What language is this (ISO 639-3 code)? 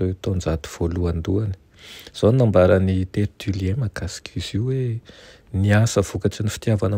mlg